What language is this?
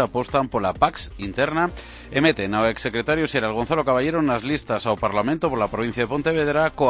Galician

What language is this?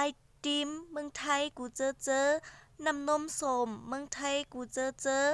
Shan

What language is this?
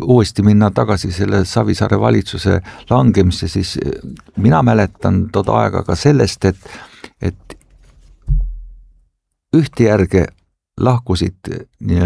Estonian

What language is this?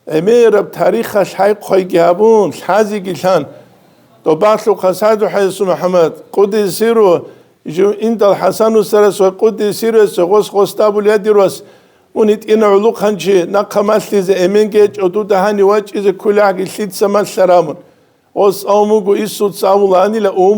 Avaric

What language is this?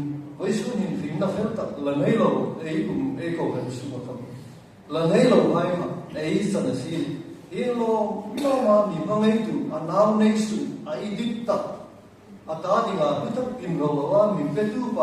Hmar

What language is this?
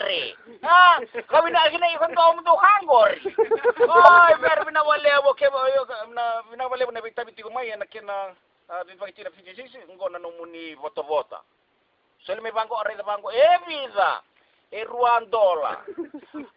Fijian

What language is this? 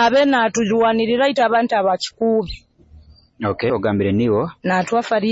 Nyoro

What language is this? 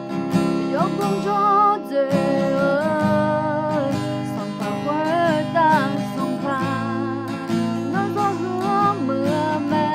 Akha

